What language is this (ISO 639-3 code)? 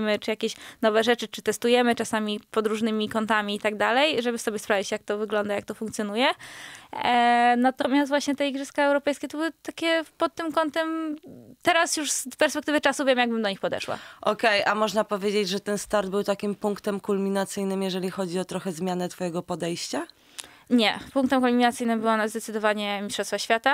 pol